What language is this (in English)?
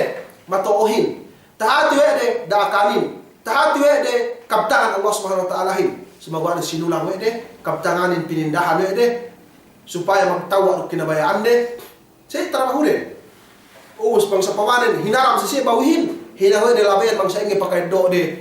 Yakan